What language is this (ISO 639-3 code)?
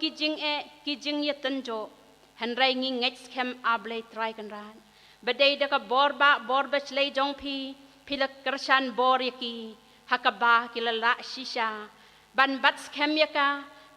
kha